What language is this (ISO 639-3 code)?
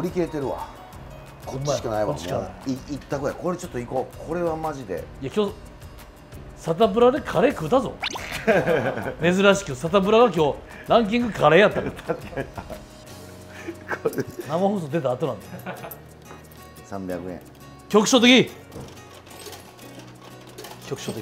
jpn